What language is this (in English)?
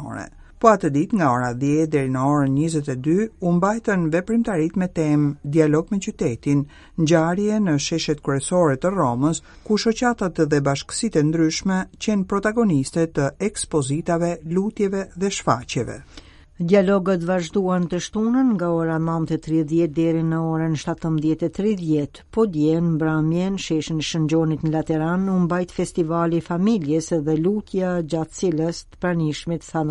Albanian